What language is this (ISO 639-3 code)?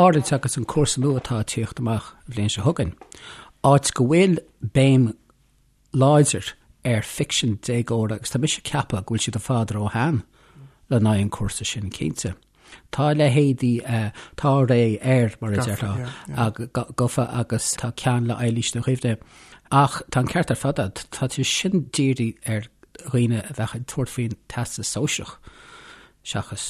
gle